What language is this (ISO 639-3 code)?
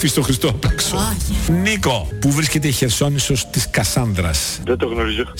ell